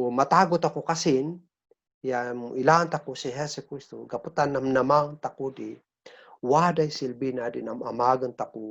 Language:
Kankanaey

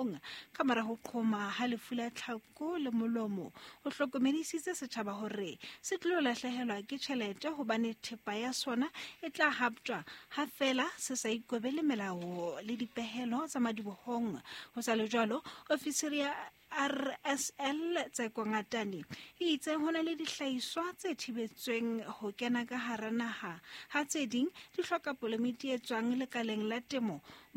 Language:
Southern Sotho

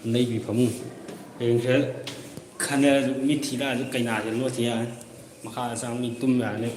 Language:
Manipuri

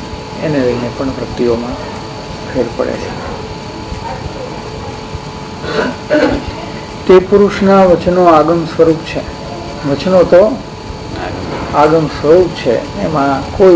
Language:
Gujarati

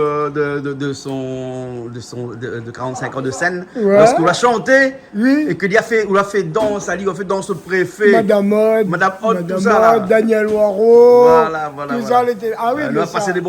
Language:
Réunion Creole French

